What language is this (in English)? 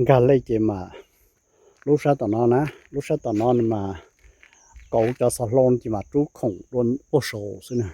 Hmong